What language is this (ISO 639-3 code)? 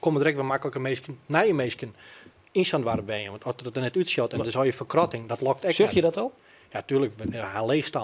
fry